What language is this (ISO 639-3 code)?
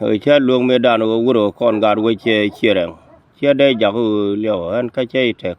nus